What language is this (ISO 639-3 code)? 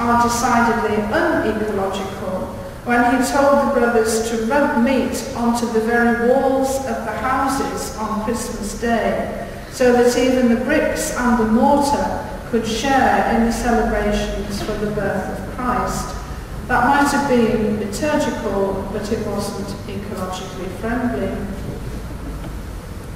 eng